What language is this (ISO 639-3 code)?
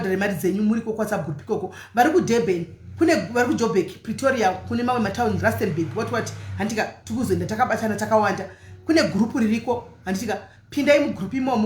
sna